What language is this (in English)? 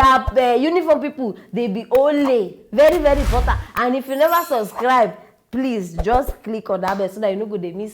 Nigerian Pidgin